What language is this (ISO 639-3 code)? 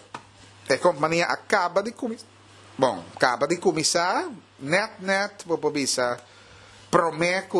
pap